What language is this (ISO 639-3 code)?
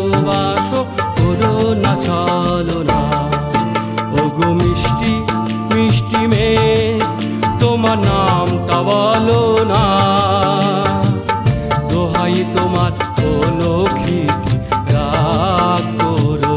ben